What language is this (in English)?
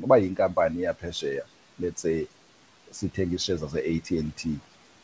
Xhosa